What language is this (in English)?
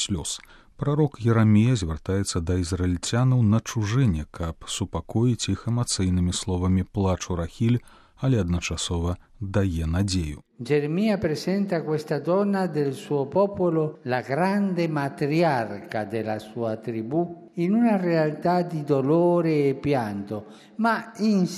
Belarusian